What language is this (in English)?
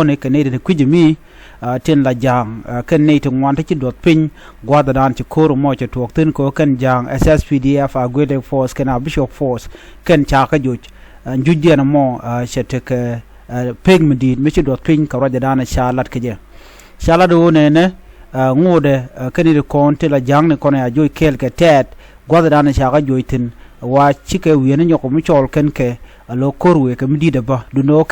Nuer